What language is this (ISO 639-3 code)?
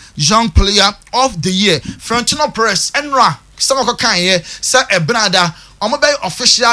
aka